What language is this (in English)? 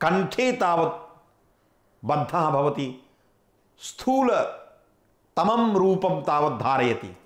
Sanskrit